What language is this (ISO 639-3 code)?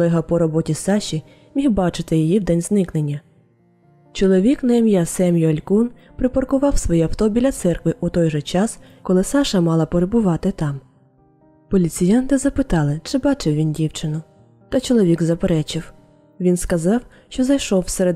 ukr